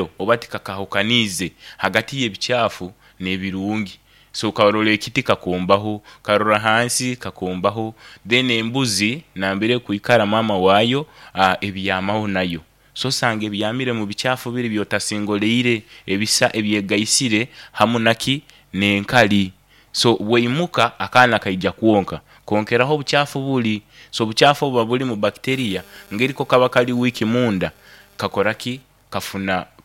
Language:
Nyoro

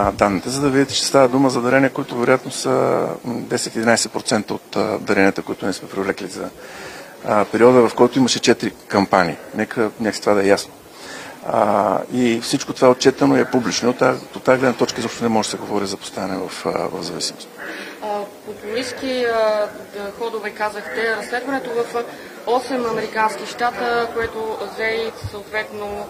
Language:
Bulgarian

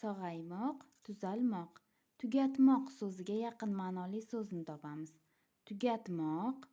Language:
Uzbek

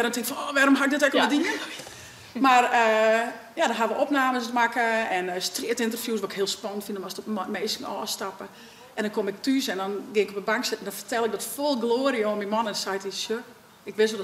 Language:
Western Frisian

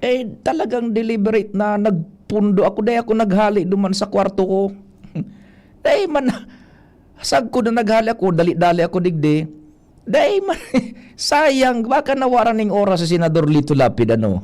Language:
Bikol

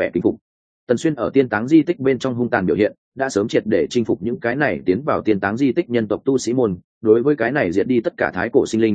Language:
Vietnamese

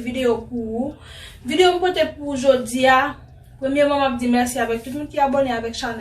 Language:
Haitian Creole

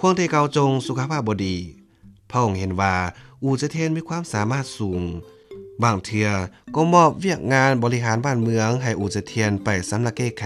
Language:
Lao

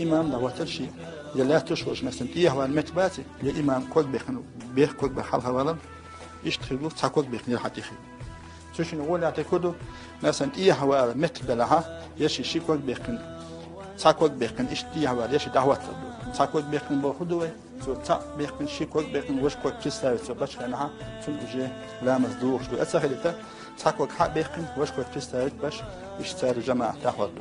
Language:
Chechen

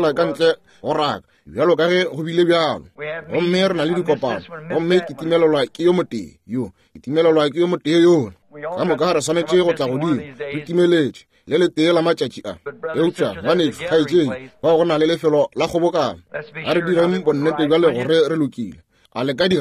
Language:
Northern Sotho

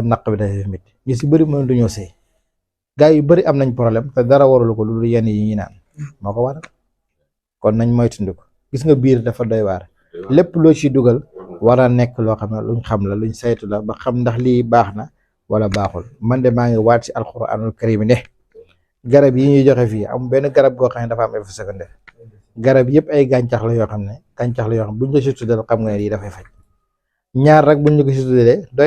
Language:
Wolof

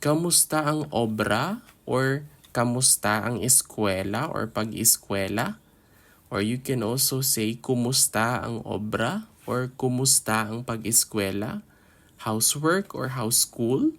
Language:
Hiligaynon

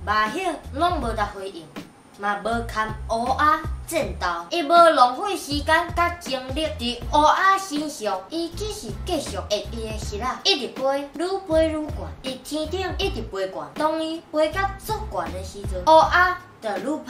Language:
Min Nan Chinese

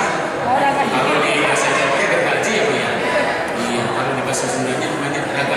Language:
Sundanese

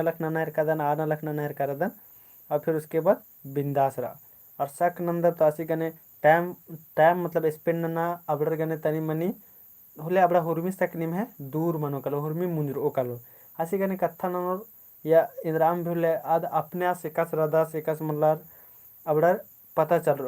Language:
Kurukh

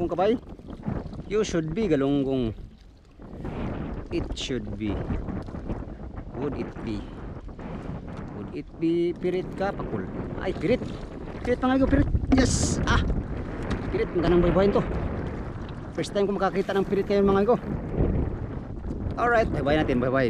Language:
Filipino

